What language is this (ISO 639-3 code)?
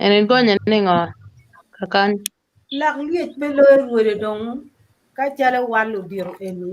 ach